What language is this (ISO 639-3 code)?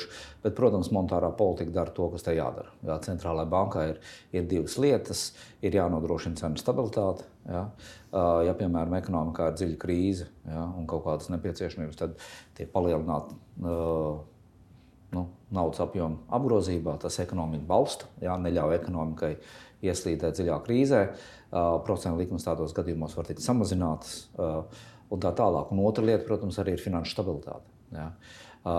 lav